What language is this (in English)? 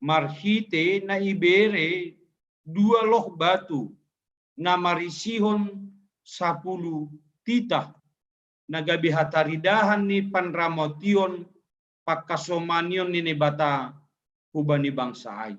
Batak Simalungun